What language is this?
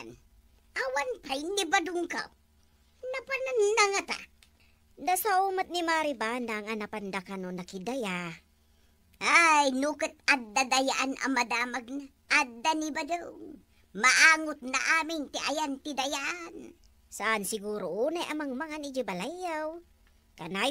Iloko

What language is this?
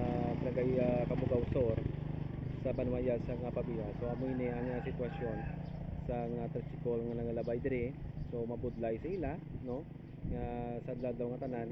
Hiligaynon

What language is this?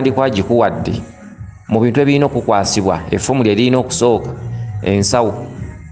Ganda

